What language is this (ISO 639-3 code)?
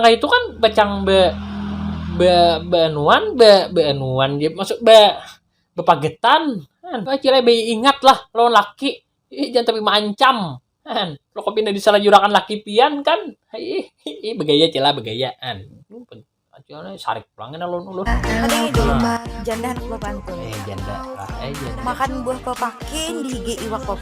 bjn